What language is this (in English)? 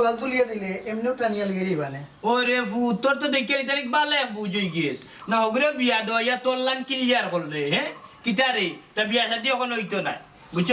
Sylheti